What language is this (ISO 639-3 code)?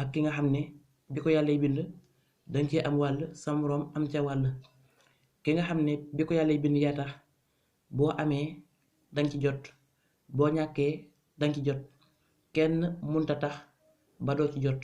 wol